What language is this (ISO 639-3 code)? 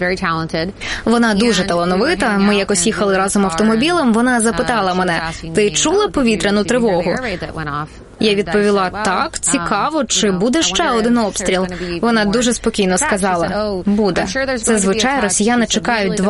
ukr